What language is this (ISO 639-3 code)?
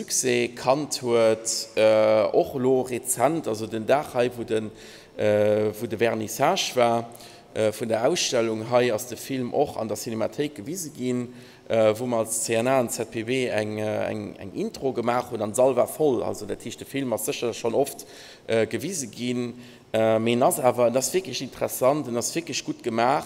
ltz